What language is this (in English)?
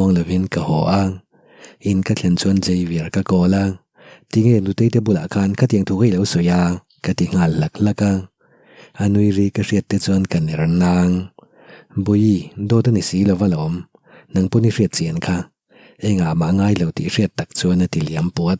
Mizo